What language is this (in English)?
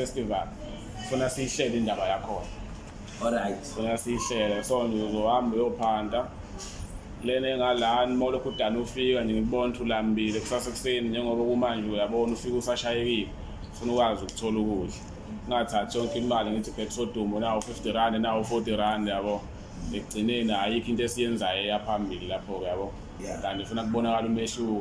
Zulu